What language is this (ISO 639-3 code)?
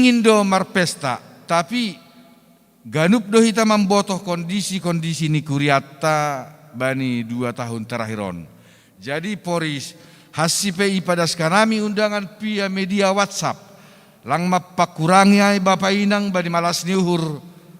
bts